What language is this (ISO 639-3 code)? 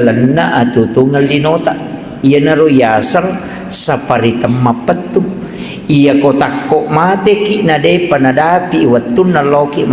bug